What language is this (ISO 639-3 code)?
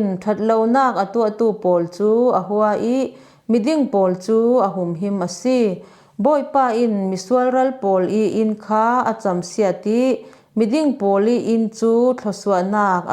cfm